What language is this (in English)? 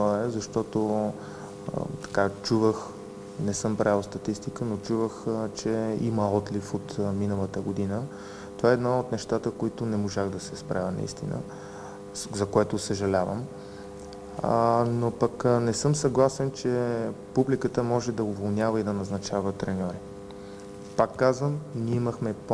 Bulgarian